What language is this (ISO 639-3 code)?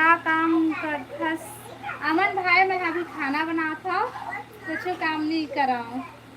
hne